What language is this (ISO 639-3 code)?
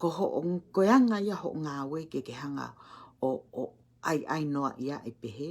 ton